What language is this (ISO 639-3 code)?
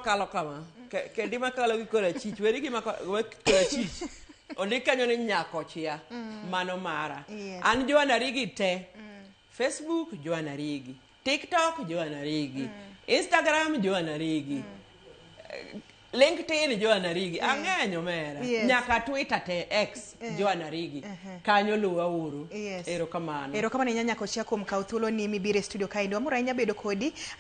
luo